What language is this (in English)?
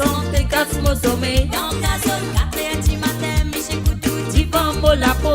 Morisyen